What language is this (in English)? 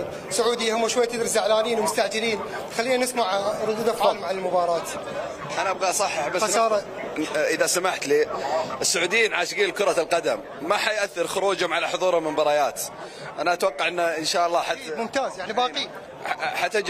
Mesopotamian Arabic